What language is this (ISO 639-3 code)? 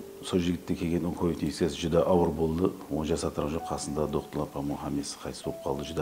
kaa